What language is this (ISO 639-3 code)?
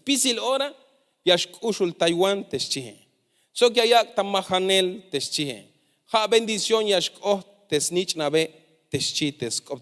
tzh